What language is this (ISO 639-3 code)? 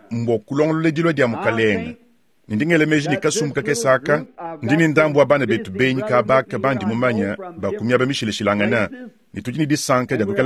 lua